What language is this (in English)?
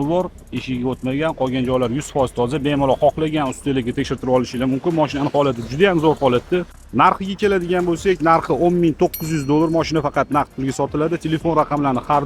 Uzbek